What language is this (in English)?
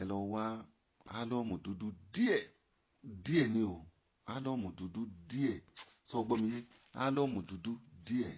Yoruba